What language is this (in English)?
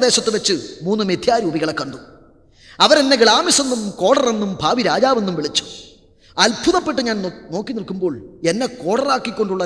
Malayalam